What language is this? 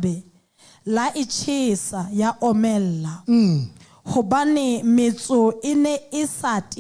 Southern Sotho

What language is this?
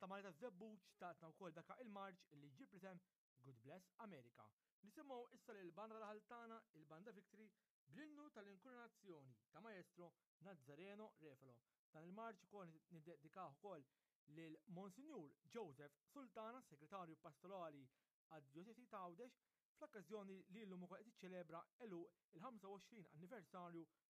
Maltese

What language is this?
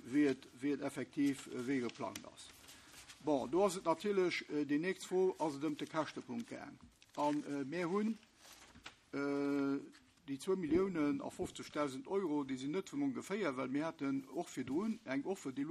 Luxembourgish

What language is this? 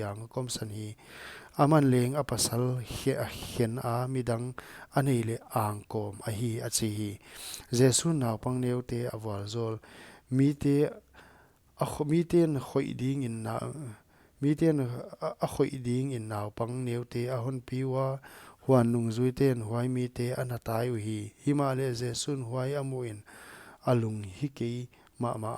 Paite Chin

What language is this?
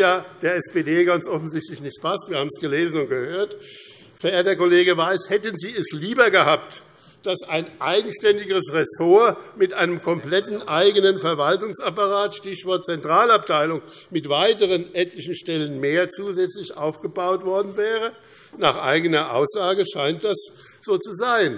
German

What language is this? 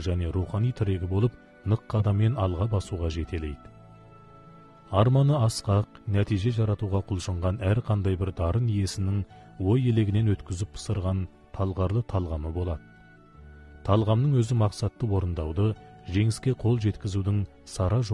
Kazakh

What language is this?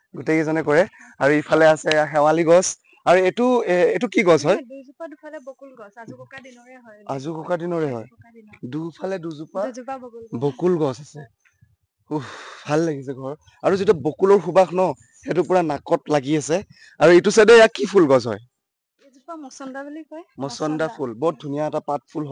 Assamese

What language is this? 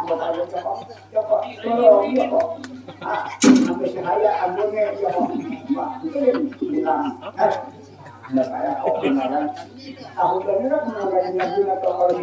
Banjar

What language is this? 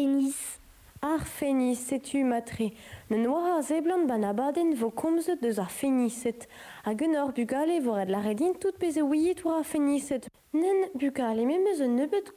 Breton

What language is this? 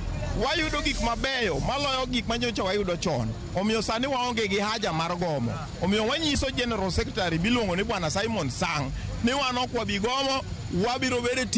Luo (Kenya and Tanzania)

